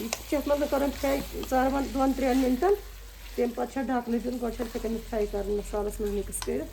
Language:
Kashmiri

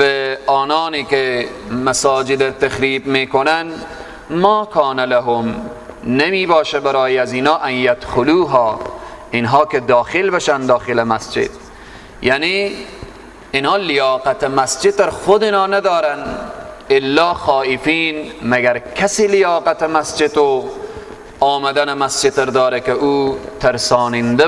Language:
Persian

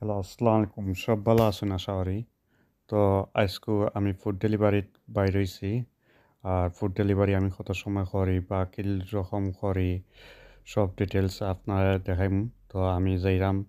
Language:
Sylheti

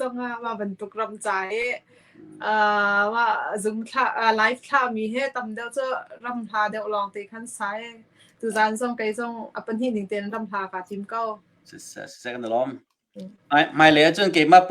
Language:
Hakha Chin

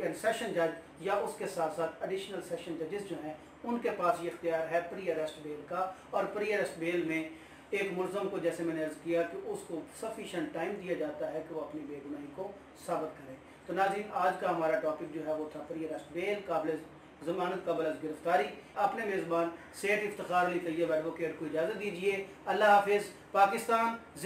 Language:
Urdu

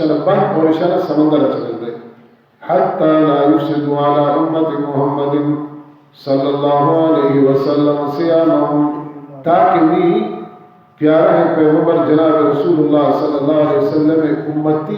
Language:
Baluchi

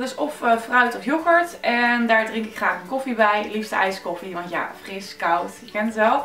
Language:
Dutch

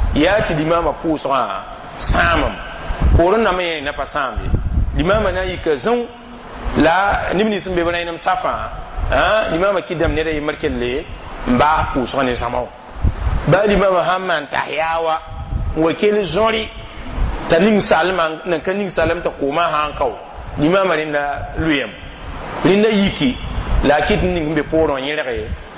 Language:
Mossi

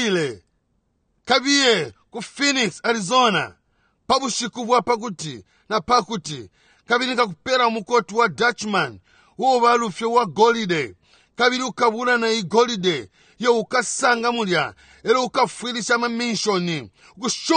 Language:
Bemba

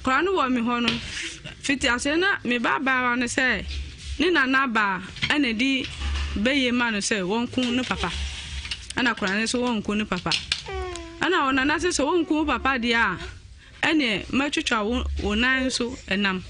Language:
Akan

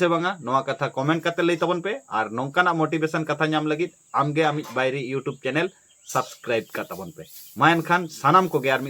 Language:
Santali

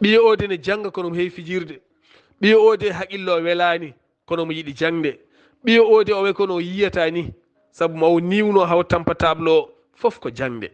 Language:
Fula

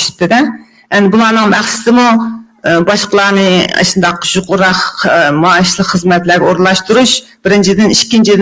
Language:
Uyghur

